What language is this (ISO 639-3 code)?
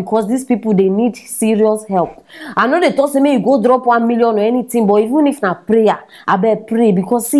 pcm